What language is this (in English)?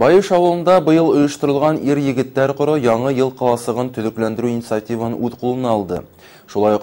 Bashkir